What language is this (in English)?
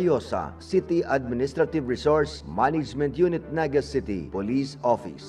Bikol